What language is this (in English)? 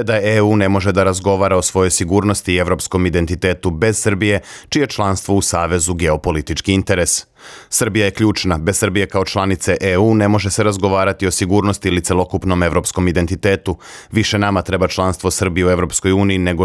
Serbian